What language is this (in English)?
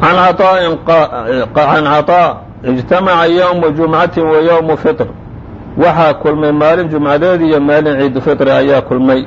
Somali